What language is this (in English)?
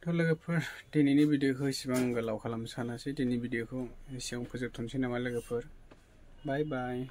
Bodo